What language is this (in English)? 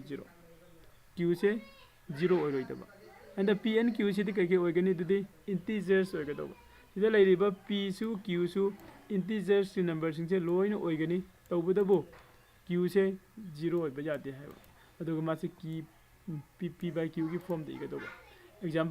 Manipuri